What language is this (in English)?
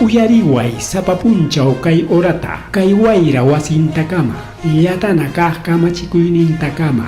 Ayacucho Quechua